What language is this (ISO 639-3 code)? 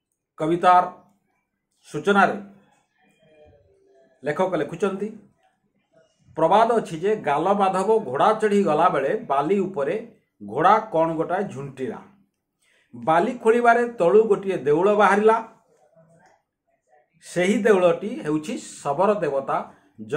ori